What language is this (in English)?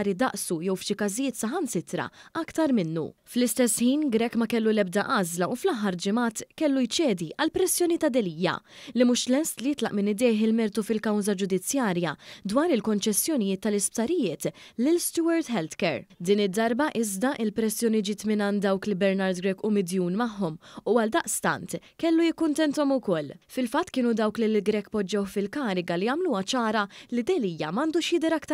Maltese